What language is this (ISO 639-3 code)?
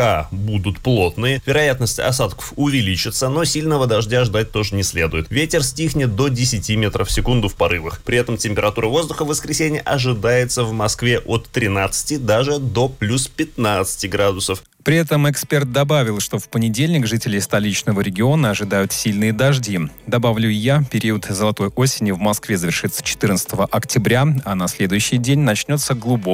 rus